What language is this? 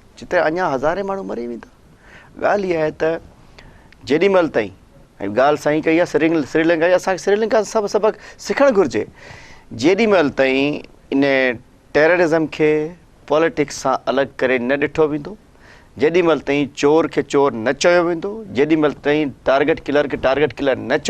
Sindhi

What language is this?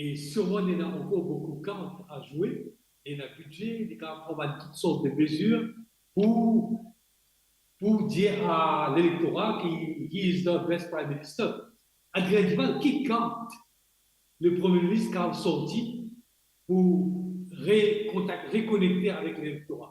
Morisyen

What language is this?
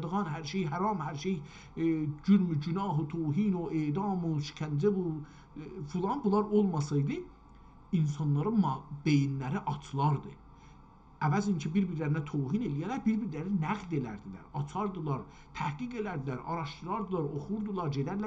South Azerbaijani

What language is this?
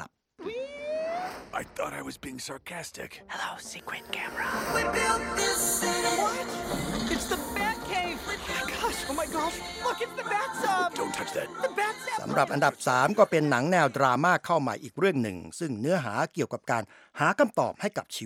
Thai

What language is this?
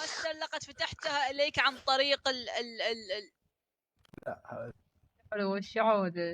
Mesopotamian Arabic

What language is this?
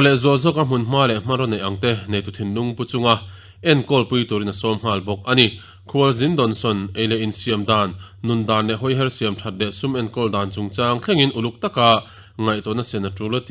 Mizo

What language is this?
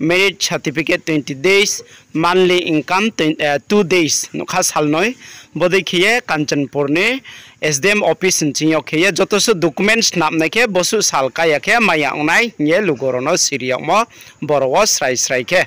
Riang (India)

